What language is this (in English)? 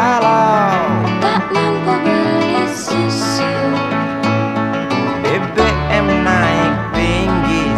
Indonesian